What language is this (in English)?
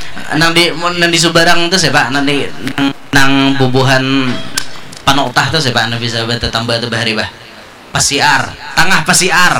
Banjar